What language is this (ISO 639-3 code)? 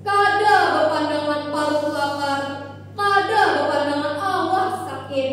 bjn